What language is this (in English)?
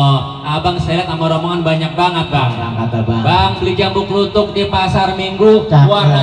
Betawi